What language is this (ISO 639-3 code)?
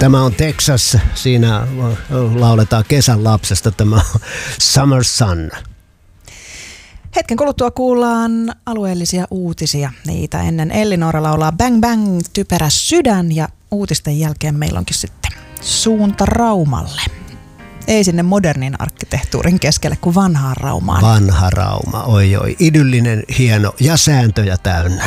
fin